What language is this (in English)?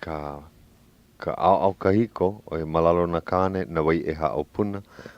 Hawaiian